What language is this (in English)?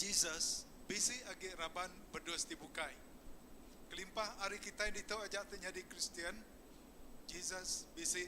Iban